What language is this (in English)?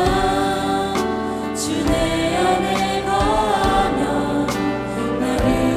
Korean